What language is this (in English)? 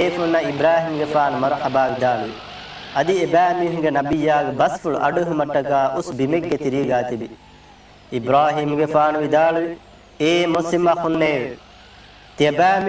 Divehi